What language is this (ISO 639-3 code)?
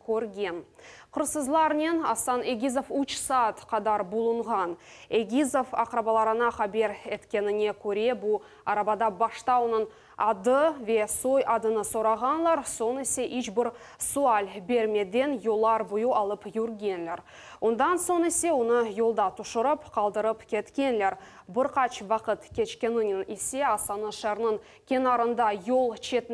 crh